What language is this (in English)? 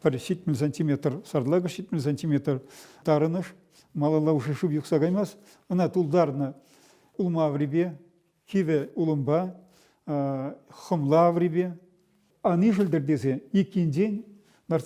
Chuvash